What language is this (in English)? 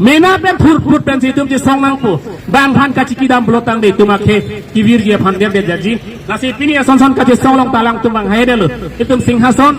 Karbi